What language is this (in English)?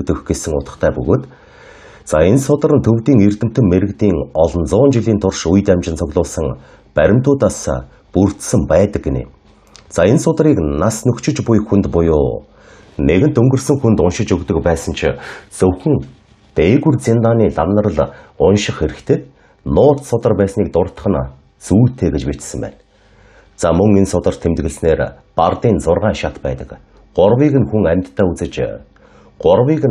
Mongolian